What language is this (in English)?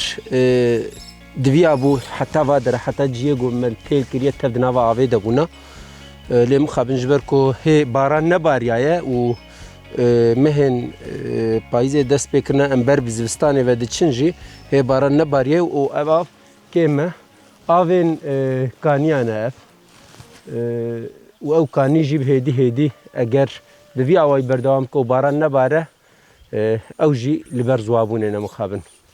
Kurdish